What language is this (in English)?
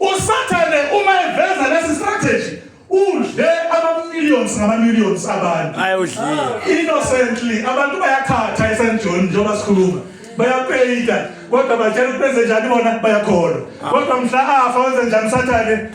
Zulu